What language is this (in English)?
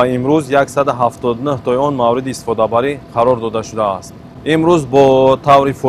Tajik